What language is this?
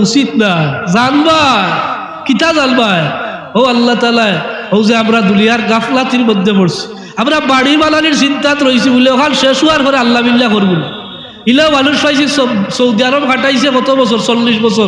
Sylheti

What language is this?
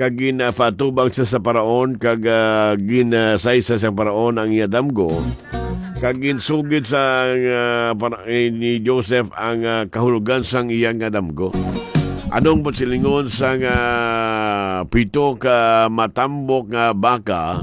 Hiligaynon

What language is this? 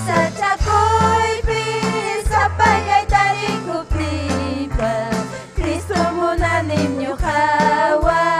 Ayacucho Quechua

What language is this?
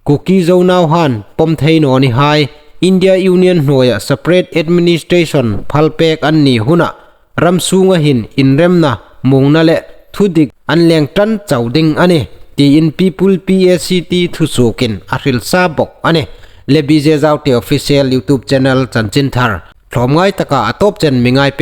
Hmar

